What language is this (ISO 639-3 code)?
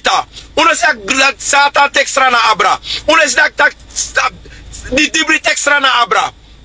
srn